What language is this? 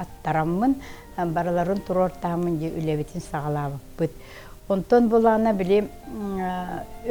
Yakut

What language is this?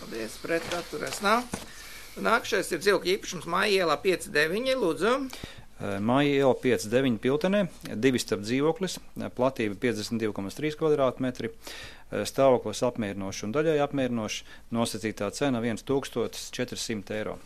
Latvian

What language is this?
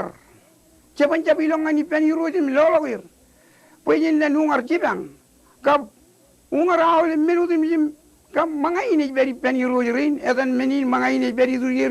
Marshallese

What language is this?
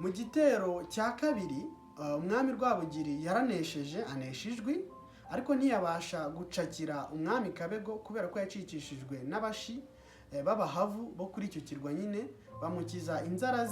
Kinyarwanda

